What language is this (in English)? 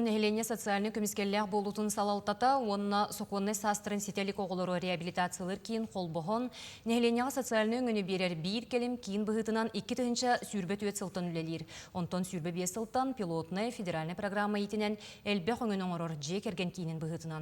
Yakut